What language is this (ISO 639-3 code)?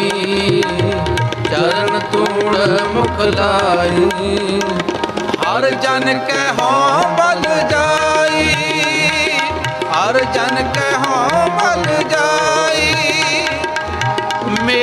pan